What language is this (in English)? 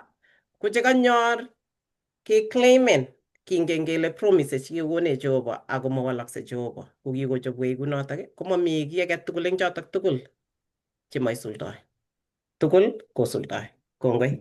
Kalenjin